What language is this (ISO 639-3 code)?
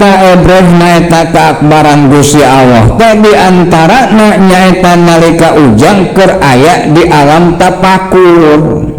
sun